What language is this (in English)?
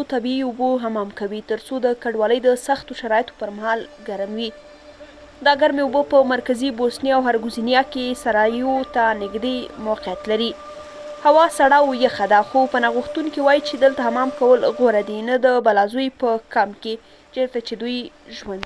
Pashto